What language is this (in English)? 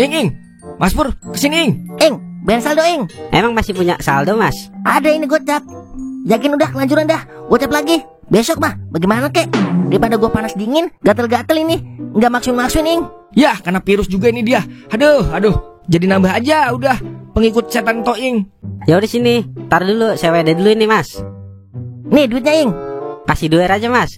Betawi